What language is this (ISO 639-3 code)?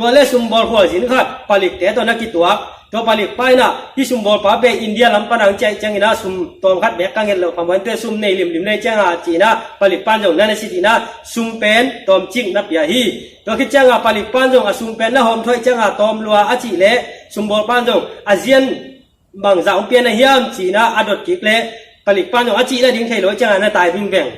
ctd